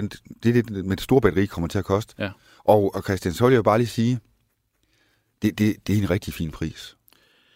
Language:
Danish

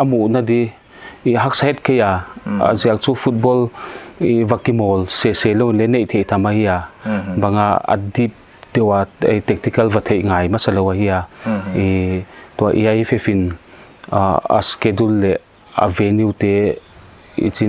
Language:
Paite Chin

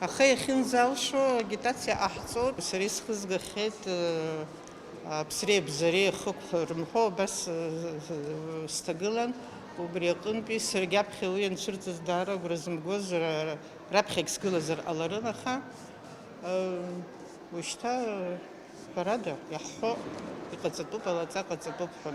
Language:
Abkhazian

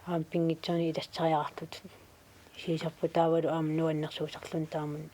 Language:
Kalaallisut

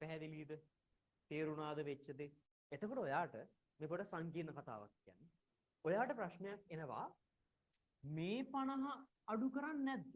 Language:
Sinhala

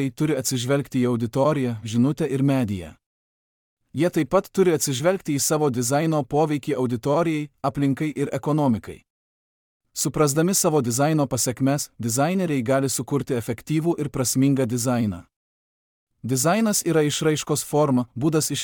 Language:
Lithuanian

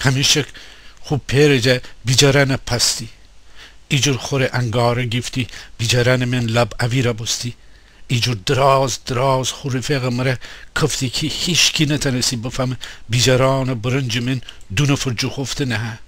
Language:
Gilaki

